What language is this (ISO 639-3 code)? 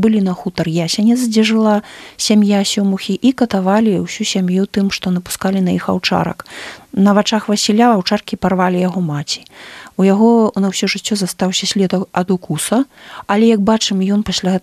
bel